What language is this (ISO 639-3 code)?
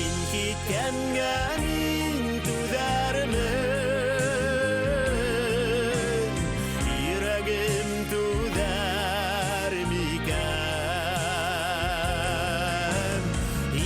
bak